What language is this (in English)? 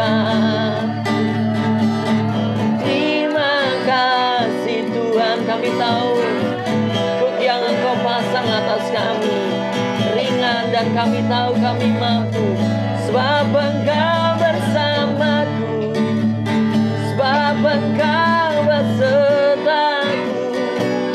Indonesian